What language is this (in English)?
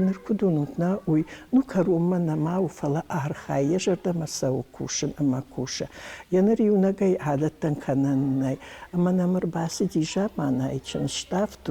Ossetic